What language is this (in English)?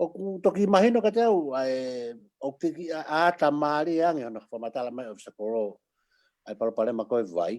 Tongan